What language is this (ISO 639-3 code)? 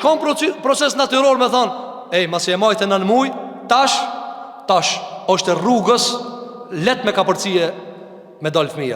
sqi